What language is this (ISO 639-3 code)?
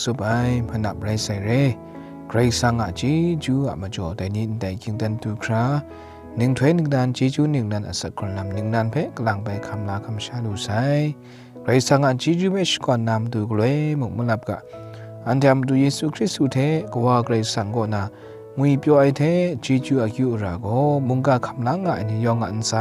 kac